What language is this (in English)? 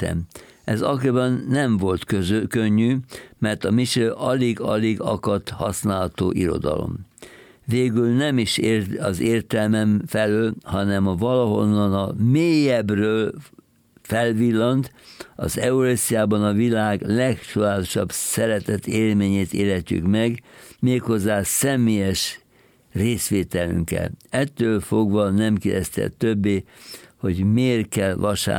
Hungarian